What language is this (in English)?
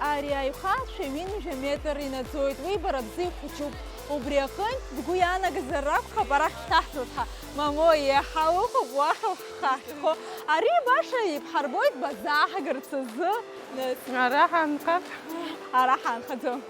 Abkhazian